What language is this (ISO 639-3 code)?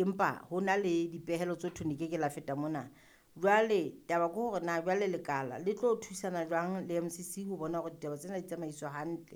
sot